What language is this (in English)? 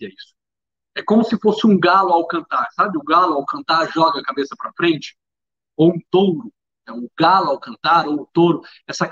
Portuguese